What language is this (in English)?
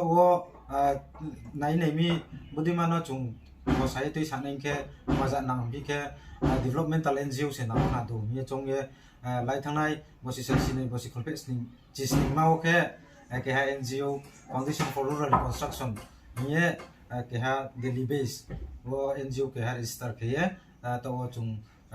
Riang (India)